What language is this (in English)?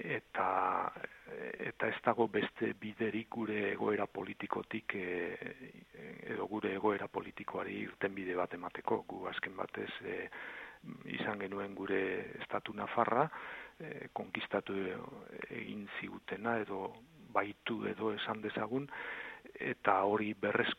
Basque